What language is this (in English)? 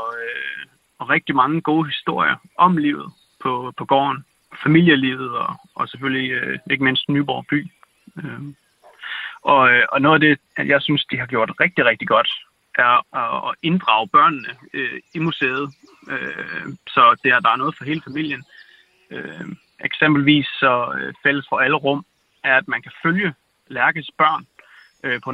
Danish